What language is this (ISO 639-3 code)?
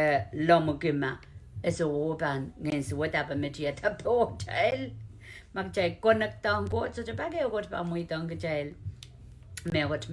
pon